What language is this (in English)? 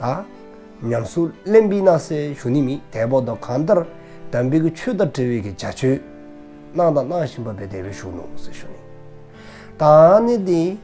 Dzongkha